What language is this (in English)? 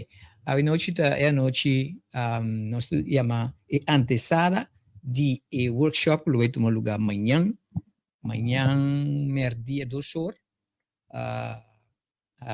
Papiamento